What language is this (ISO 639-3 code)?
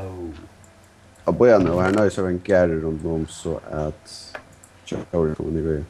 fao